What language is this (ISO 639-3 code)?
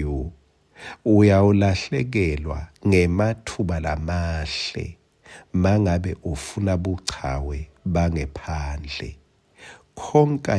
ssw